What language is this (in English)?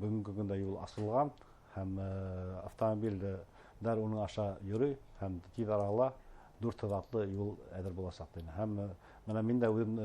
Bashkir